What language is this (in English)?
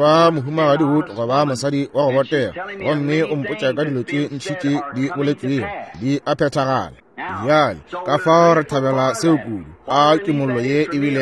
Northern Sotho